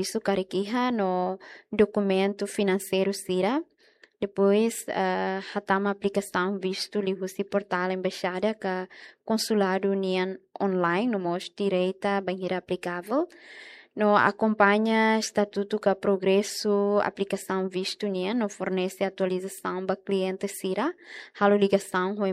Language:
Tetum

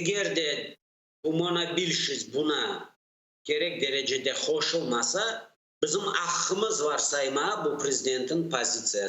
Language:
Crimean Tatar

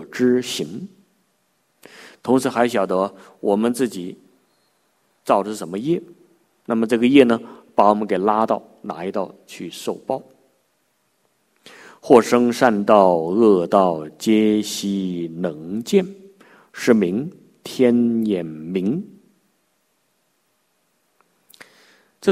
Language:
Chinese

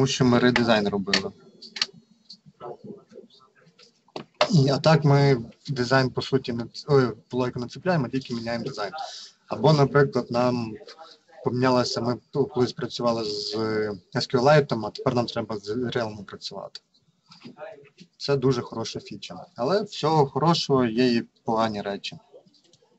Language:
Ukrainian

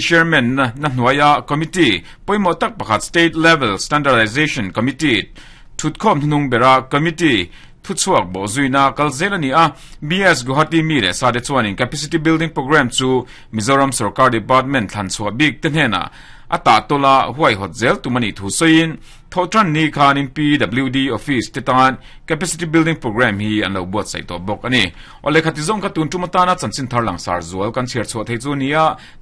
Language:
Mizo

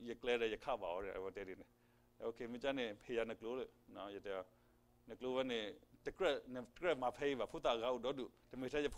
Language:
S'gaw Karen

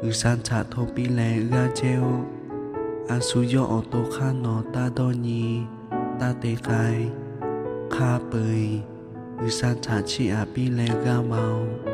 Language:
Lahu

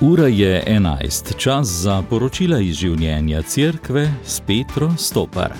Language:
Slovenian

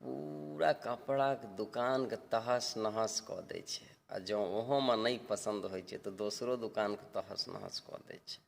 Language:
Maithili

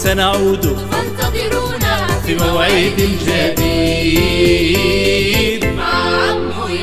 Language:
Algerian Arabic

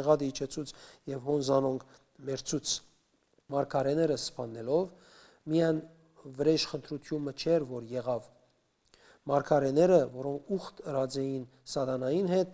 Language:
Western Armenian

